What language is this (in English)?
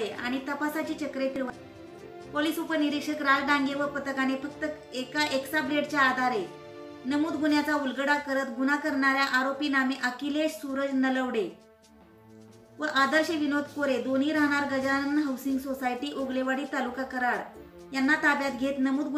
Marathi